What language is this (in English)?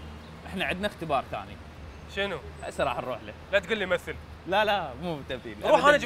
Mesopotamian Arabic